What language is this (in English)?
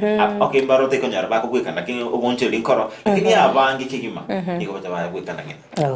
Gusii